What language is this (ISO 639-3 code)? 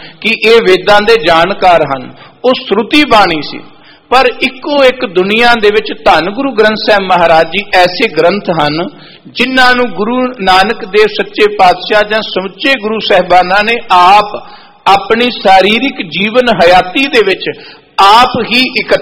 pan